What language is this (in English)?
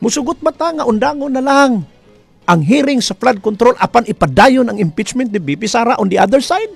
Cebuano